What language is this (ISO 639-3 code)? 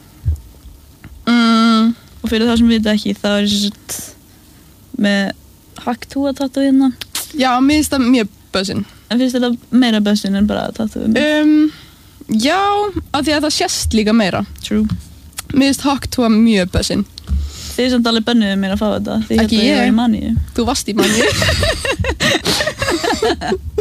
isl